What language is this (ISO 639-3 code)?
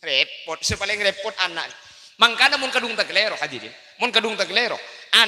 mad